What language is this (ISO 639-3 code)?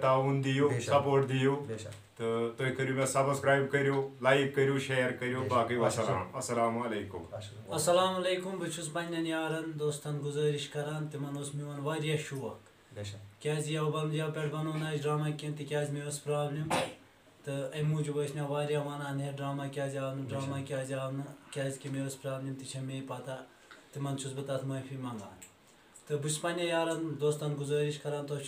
kas